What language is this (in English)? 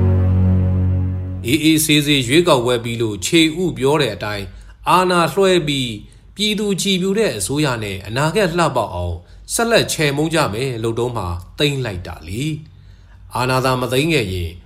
Burmese